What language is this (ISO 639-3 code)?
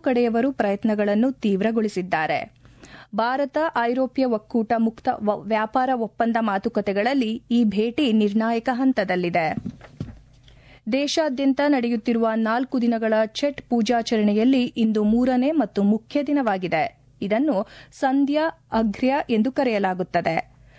kan